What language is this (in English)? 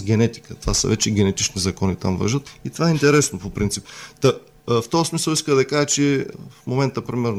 Bulgarian